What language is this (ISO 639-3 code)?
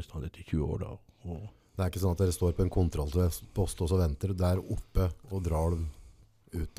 nor